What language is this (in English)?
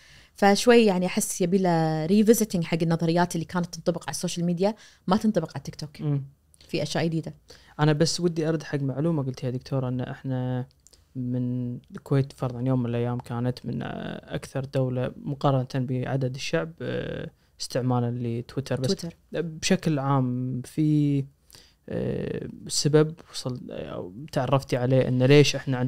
Najdi Arabic